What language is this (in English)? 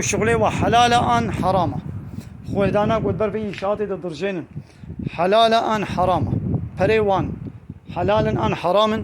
Kurdish